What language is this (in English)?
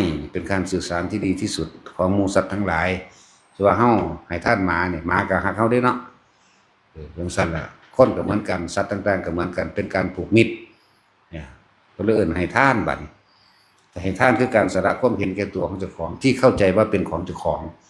Northeastern Thai